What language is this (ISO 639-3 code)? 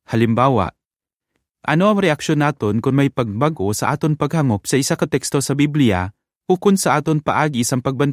hil